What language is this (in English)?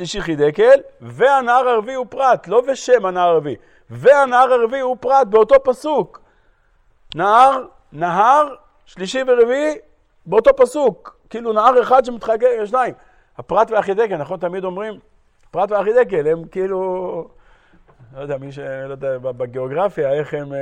Hebrew